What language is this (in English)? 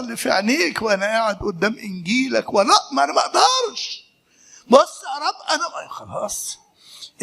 Egyptian Arabic